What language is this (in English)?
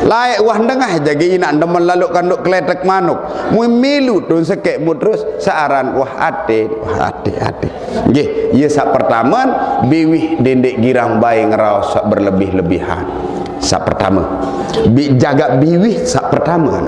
Sasak